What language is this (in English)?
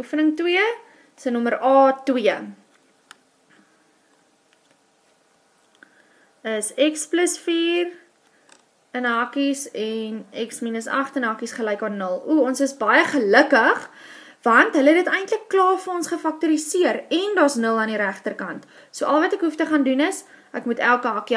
Afrikaans